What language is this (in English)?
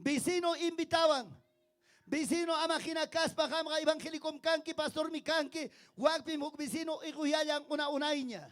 Ayacucho Quechua